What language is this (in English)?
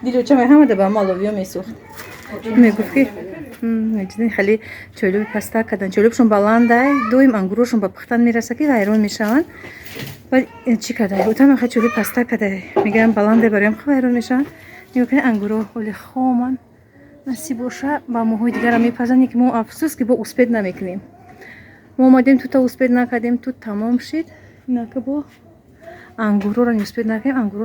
Tajik